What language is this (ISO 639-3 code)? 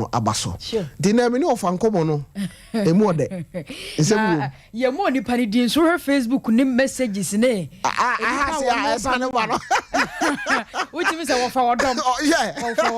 aka